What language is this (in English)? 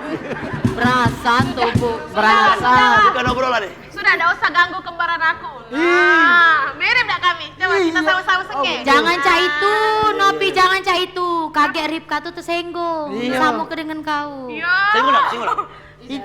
Musi